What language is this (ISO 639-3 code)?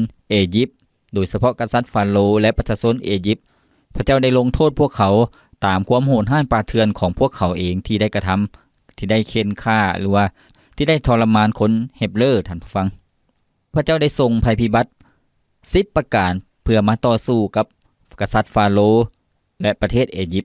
lao